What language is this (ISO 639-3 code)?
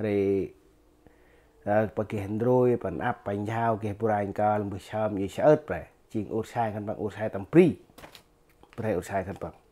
cmo